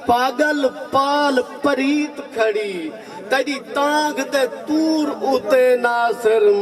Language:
Saraiki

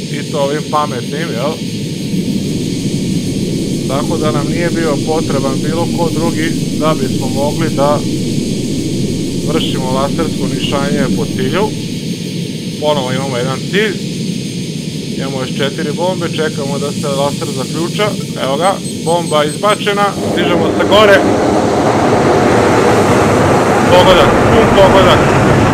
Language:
Serbian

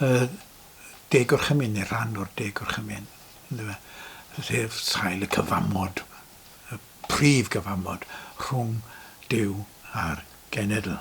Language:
Welsh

